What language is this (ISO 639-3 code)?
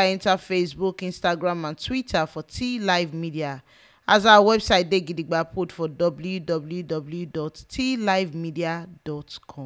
pcm